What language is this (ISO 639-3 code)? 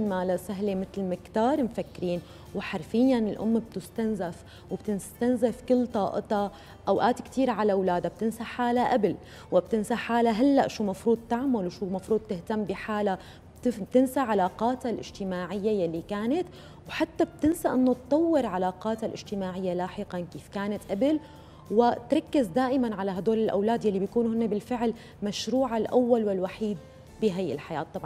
apc